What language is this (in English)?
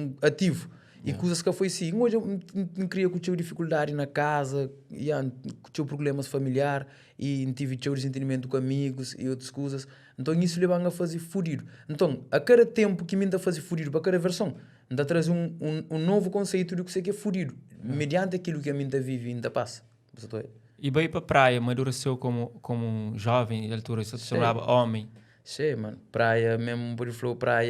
Kabuverdianu